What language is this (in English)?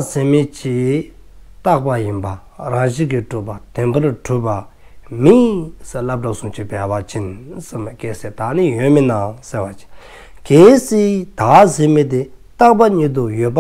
Dzongkha